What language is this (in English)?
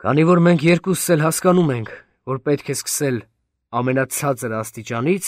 Armenian